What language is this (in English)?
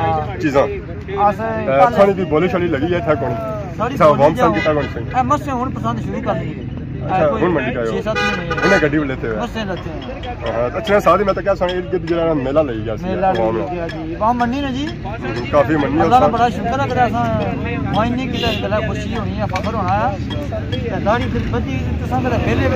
Pahari-Potwari